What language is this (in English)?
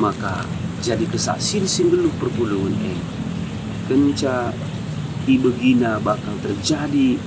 Batak Karo